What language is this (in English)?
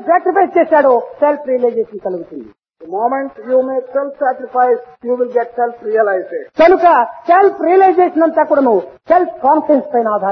Telugu